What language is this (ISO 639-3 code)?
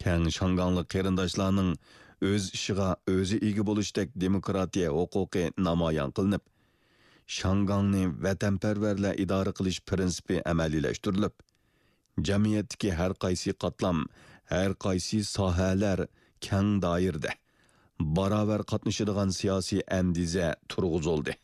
uig